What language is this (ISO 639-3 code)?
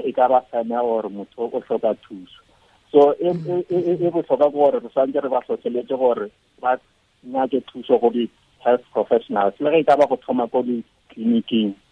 tsn